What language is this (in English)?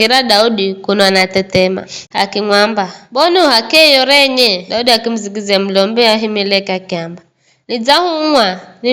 Giryama